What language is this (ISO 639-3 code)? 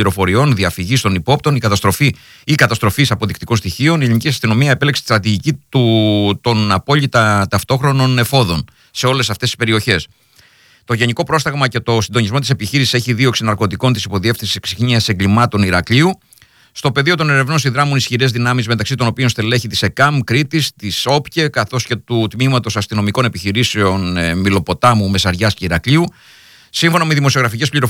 ell